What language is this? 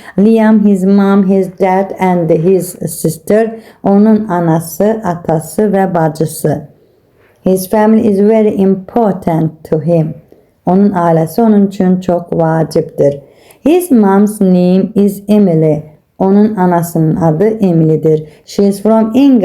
Azerbaijani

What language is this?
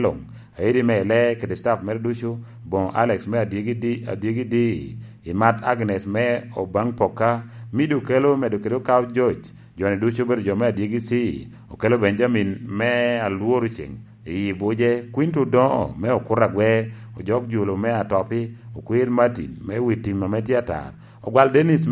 Lango (Uganda)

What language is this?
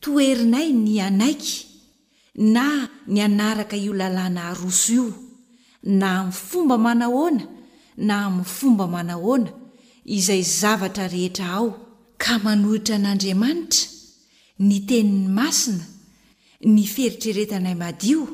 Malagasy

